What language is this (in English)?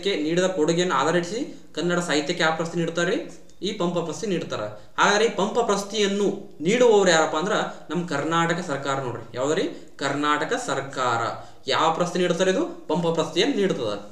Kannada